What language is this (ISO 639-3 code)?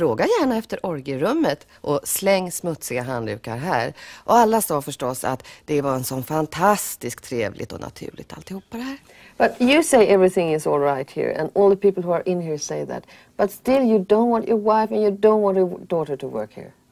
swe